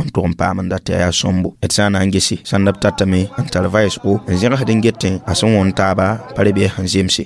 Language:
Mossi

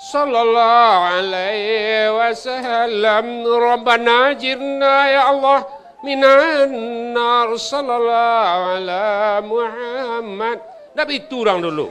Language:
Minangkabau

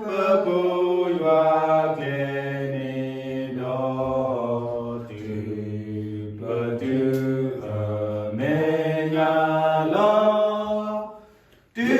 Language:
S'gaw Karen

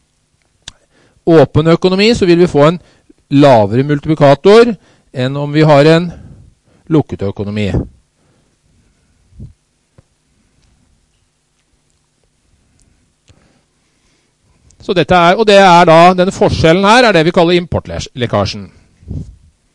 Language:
Norwegian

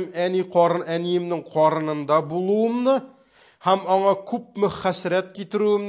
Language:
Tatar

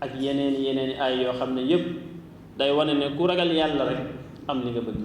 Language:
Wolof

